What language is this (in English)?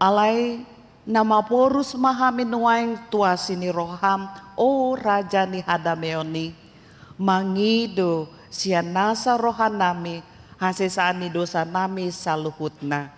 Batak Toba